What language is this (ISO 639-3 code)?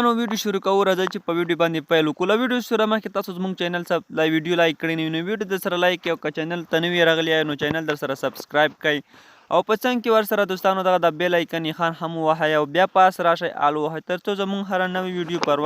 pus